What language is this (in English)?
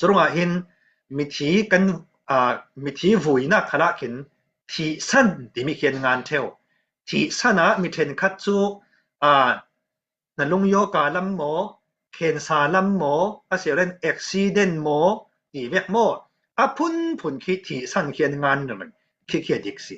Falam Chin